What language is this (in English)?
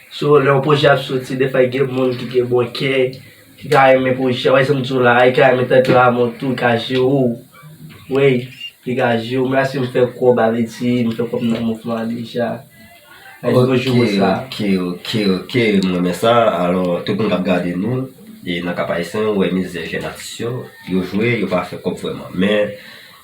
Haitian Creole